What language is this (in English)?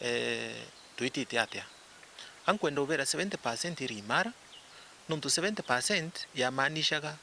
Meru